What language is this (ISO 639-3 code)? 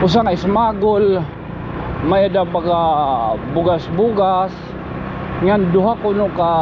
war